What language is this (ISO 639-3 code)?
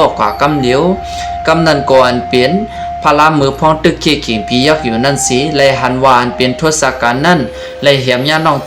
shn